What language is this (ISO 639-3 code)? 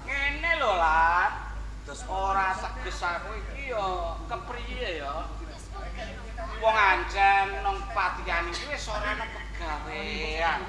jav